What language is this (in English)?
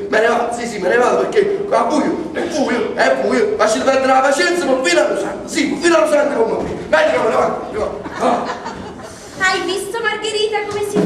Neapolitan